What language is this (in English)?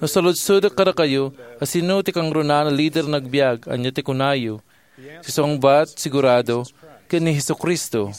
Iloko